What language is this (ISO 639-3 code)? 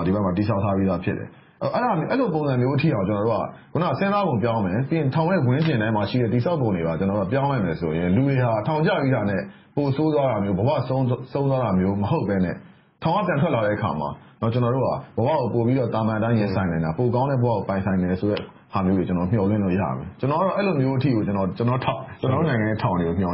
mya